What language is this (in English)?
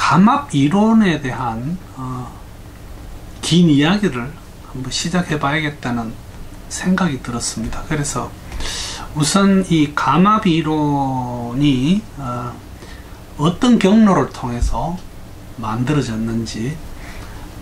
Korean